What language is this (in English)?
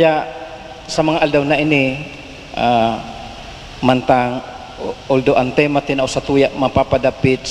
Bikol